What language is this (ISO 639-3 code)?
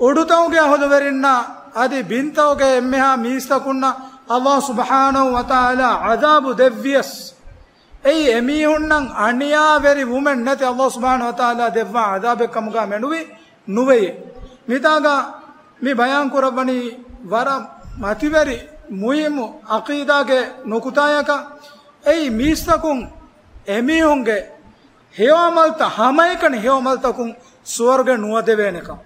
div